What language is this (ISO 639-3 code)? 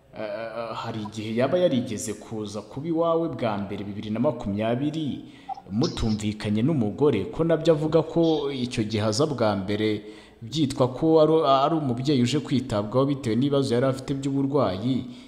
kin